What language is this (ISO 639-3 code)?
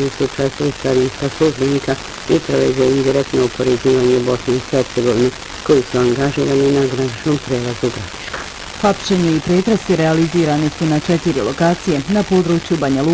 bos